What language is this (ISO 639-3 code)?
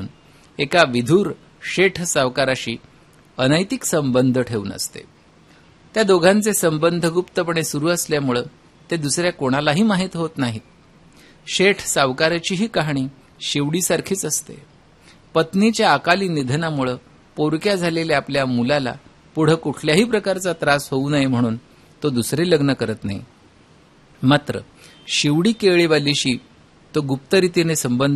mar